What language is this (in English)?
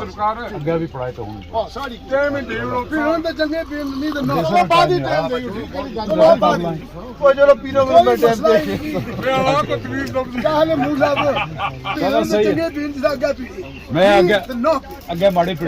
Pahari-Potwari